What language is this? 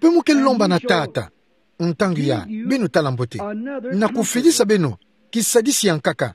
Kituba (Democratic Republic of Congo)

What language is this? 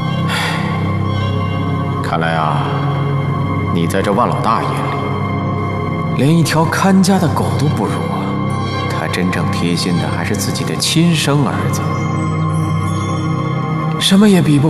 Chinese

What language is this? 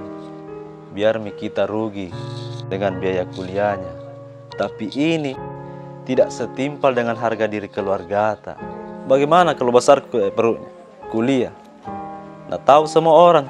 Makassar Malay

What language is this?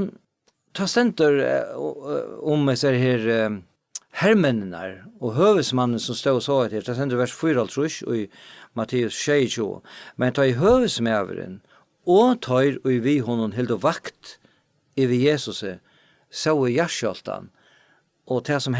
Faroese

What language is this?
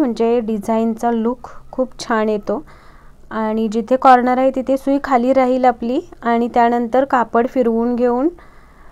Marathi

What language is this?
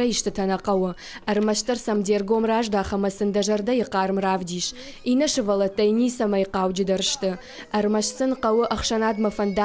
Ossetic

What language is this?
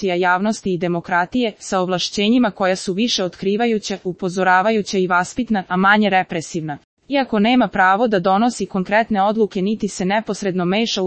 Serbian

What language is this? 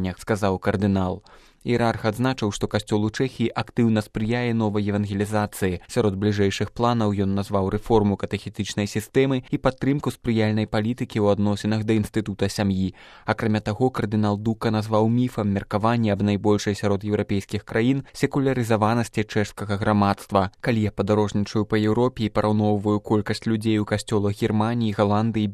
Belarusian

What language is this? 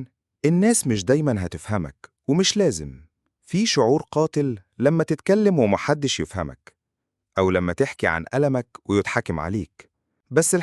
Egyptian Arabic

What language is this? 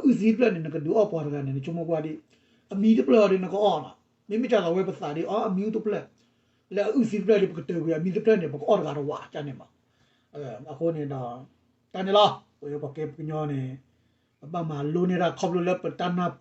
S'gaw Karen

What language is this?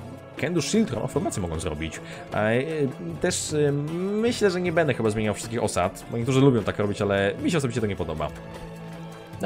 Polish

